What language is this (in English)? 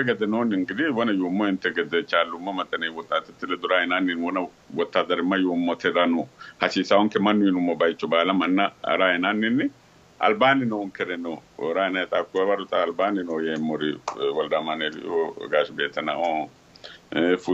Sidamo